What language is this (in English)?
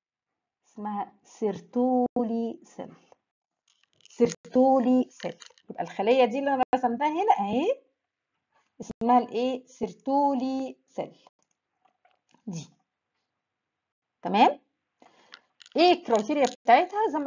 Egyptian Arabic